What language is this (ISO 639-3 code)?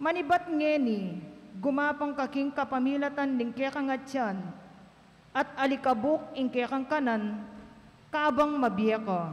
pam